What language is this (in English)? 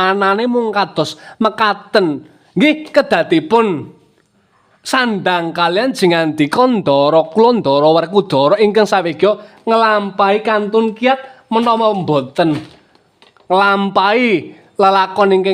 Javanese